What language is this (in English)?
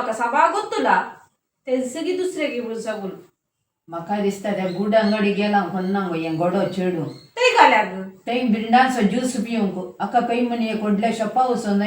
Konkani